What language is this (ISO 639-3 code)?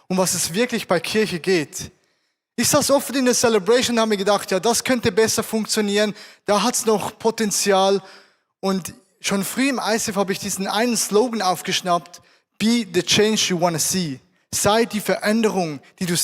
gsw